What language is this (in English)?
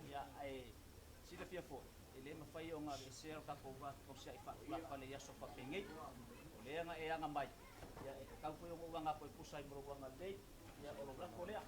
Samoan